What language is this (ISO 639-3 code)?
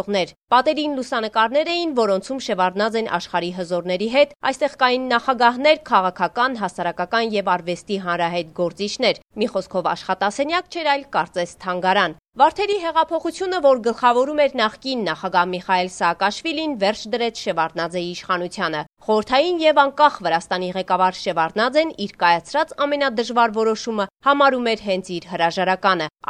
hye